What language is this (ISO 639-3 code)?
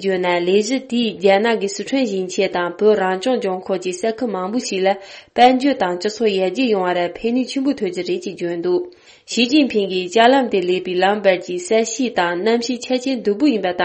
bod